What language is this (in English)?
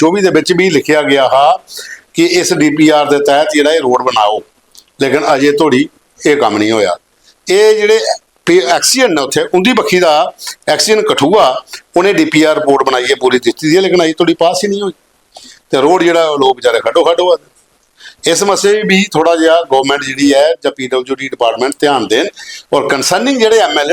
Dogri